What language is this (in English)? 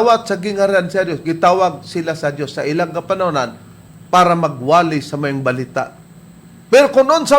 Cebuano